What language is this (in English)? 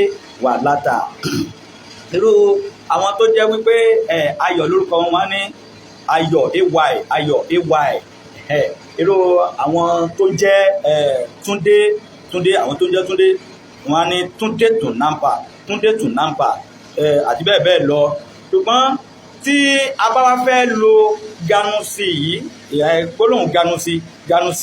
Yoruba